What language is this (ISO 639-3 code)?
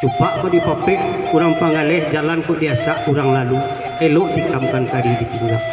min